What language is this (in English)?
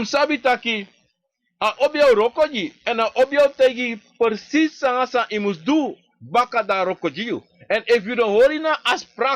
Sranan Tongo